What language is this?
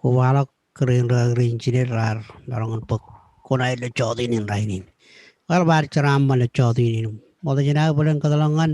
Marshallese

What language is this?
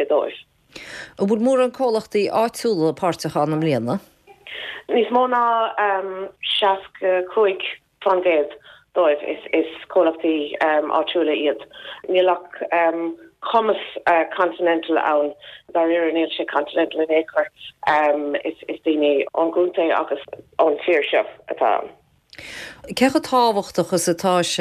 Irish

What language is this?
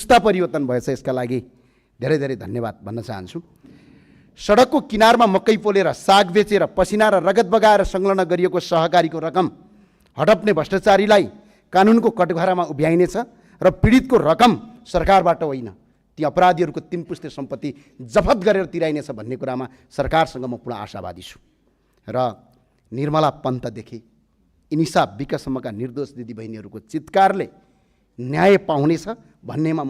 Nepali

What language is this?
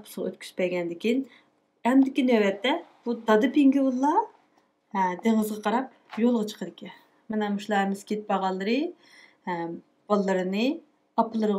Uyghur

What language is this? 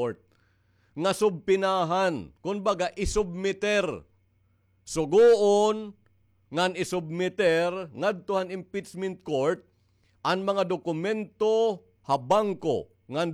Waray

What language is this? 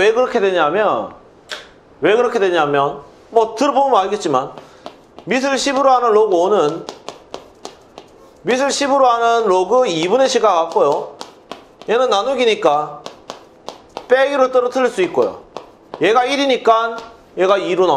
Korean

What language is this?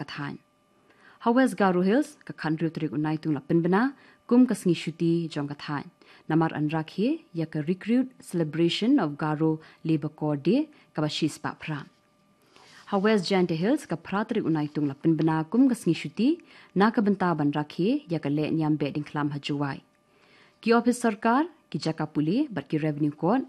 Khasi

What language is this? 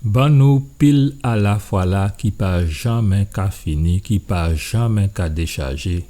Guadeloupean Creole French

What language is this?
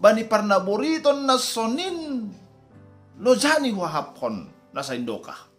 Batak Simalungun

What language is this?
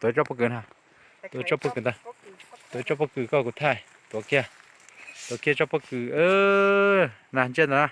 Hmong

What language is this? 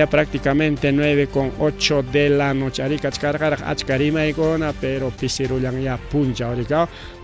Ayacucho Quechua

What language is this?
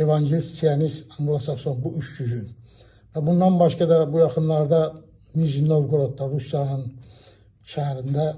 Azerbaijani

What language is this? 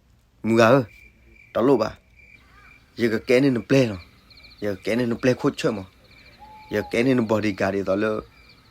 S'gaw Karen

